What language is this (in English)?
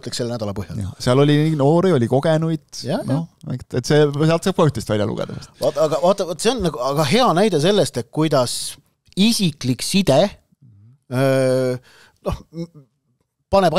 Estonian